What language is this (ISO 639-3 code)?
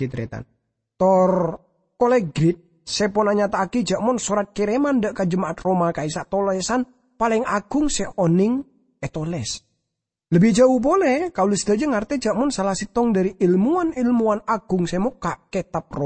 mad